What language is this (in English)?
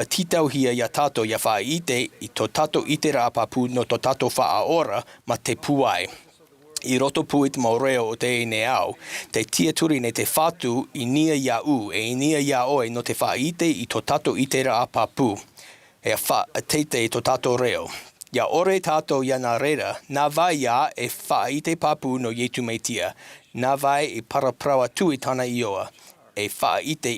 Tahitian